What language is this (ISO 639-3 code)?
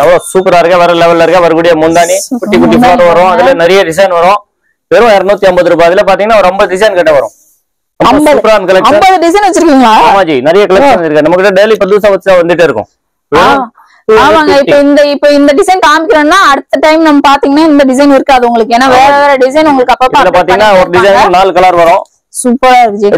tam